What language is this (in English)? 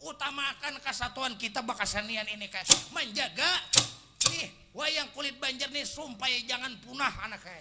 Banjar